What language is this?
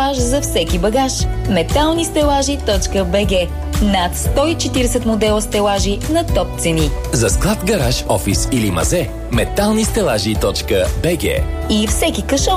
Bulgarian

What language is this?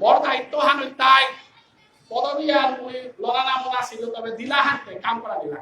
Bishnupriya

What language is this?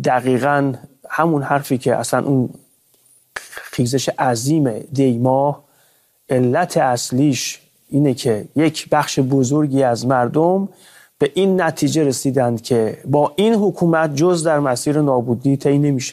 Persian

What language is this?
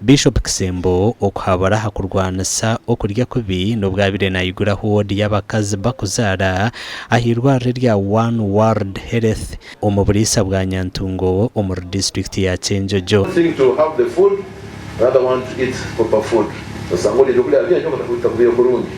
Nyankole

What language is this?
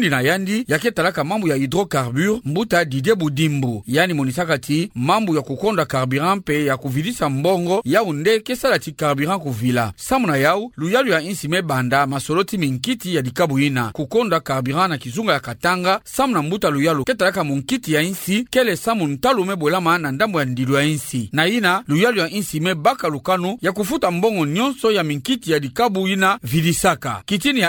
Kituba (Democratic Republic of Congo)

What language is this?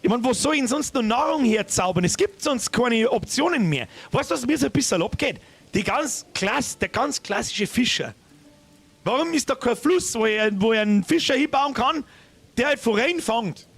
Bavarian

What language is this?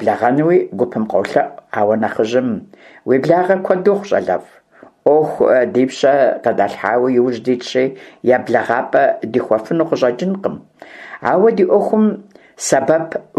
Kabardian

